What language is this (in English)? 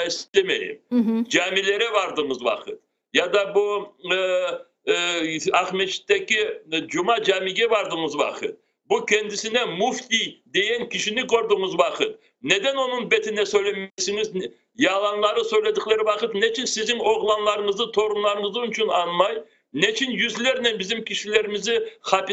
Crimean Tatar